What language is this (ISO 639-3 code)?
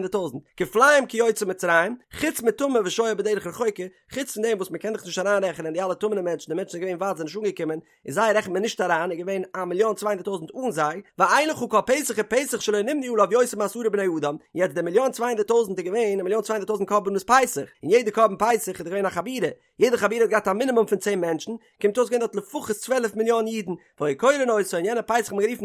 yid